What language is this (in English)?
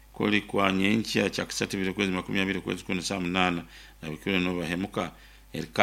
Nyoro